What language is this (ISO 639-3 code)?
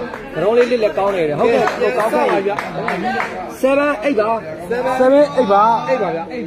mya